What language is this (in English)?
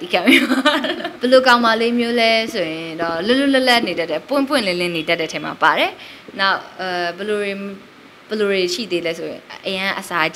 Burmese